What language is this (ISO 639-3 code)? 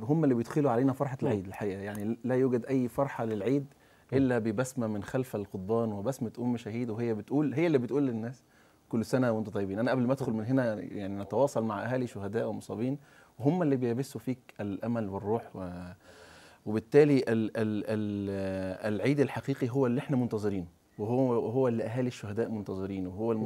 arz